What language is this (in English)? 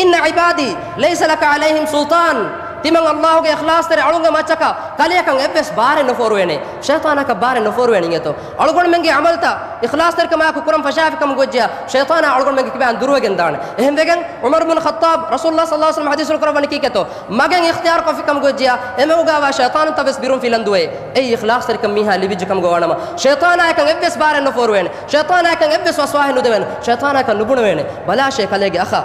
Divehi